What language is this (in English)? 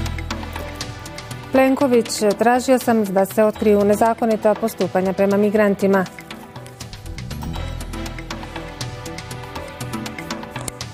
Bosnian